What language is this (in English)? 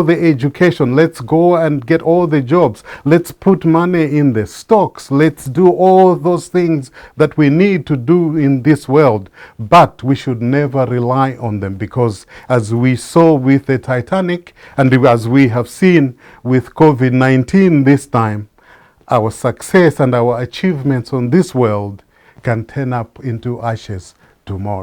English